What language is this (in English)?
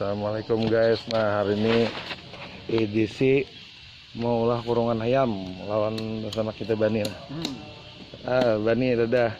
Banjar